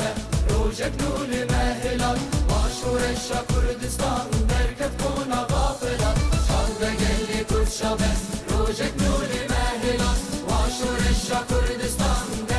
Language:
Kurdish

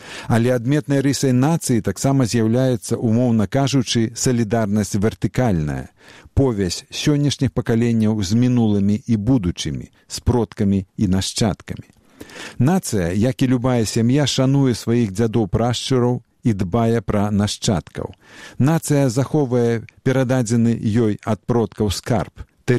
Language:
Belarusian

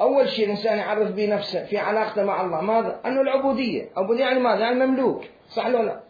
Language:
Mesopotamian Arabic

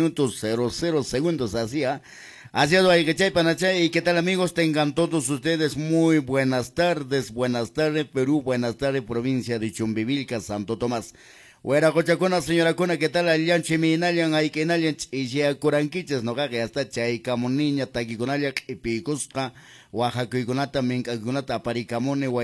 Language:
Quechua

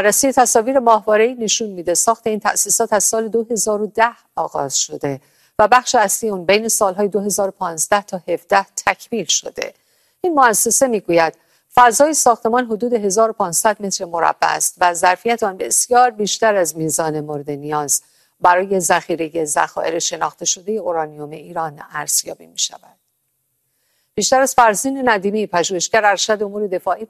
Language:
Persian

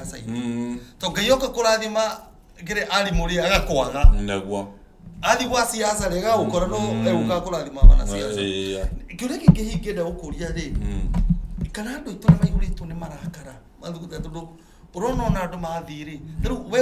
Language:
Kikuyu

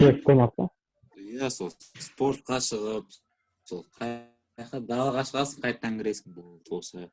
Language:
Kazakh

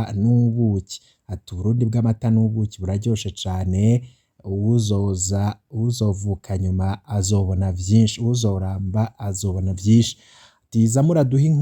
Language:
Rundi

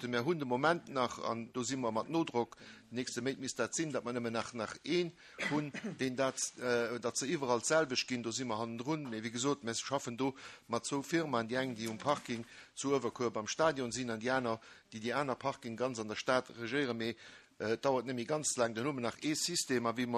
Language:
Luxembourgish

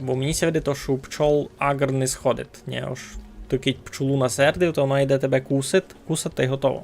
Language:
Rusyn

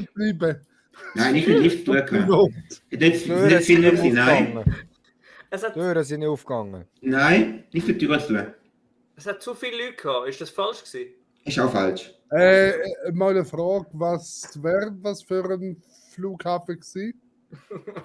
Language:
Swiss German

